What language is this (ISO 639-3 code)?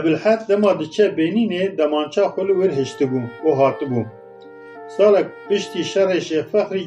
kur